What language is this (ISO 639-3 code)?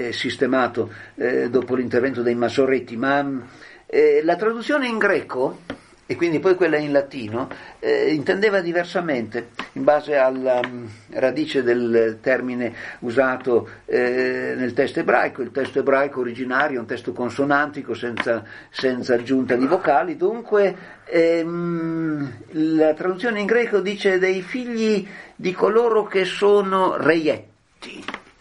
ita